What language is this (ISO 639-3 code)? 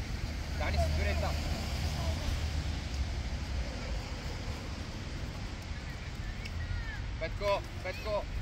bul